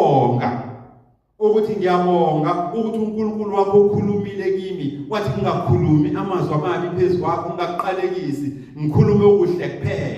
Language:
Zulu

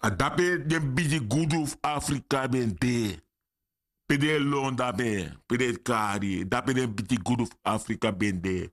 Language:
Sranan Tongo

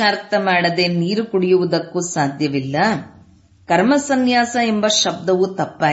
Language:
Kannada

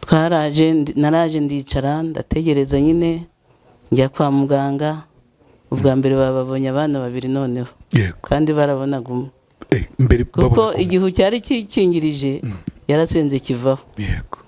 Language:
Kinyarwanda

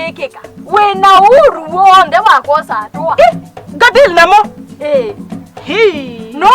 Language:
Kamba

